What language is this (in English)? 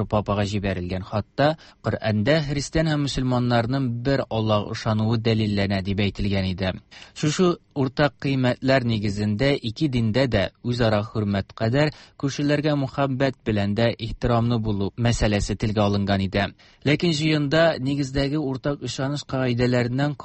Tatar